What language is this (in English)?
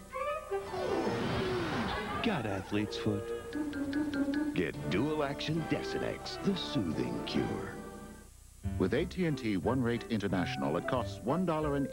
English